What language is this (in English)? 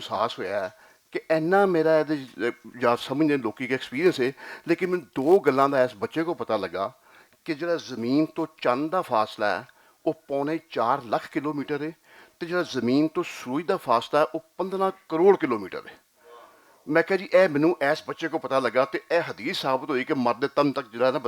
Western Panjabi